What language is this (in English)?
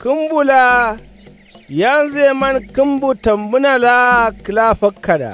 Kanuri